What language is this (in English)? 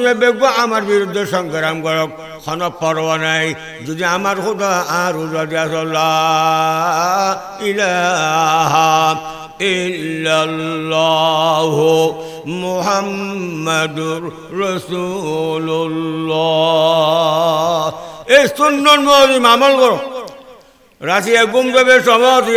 Bangla